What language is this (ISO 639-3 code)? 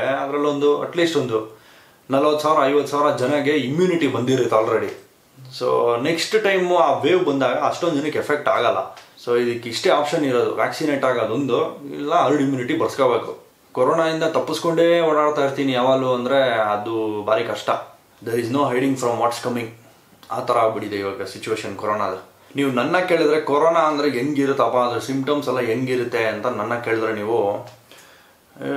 kan